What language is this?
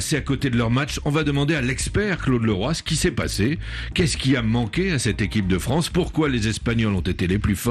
French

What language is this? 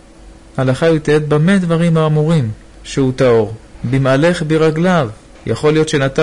Hebrew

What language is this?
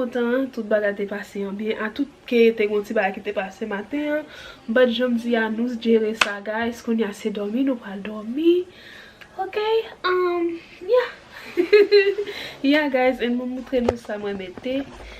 Haitian Creole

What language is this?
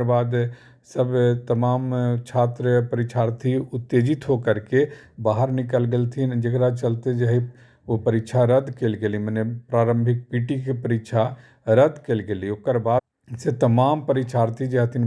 Magahi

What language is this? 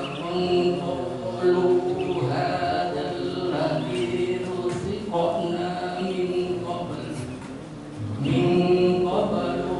Indonesian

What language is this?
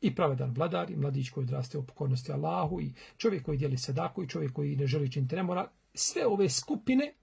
Bosnian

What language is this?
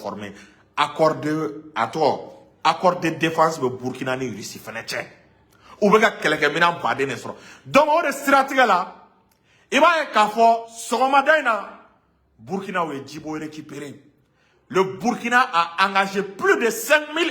Bambara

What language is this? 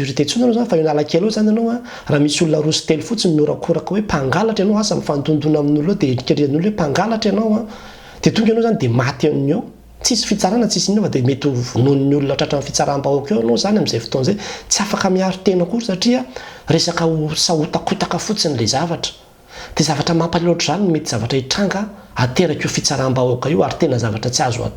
Malagasy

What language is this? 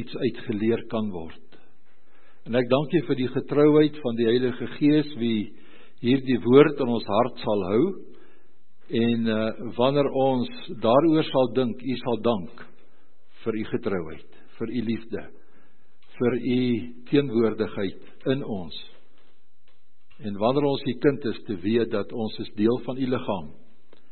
Afrikaans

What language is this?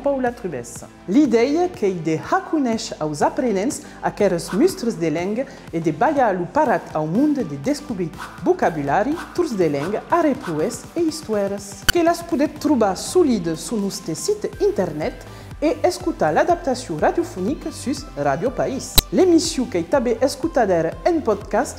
Occitan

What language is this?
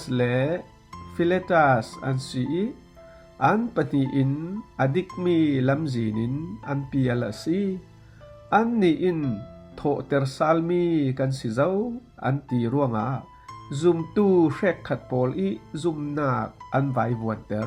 Falam Chin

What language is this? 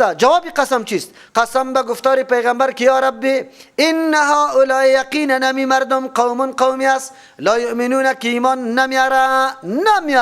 Persian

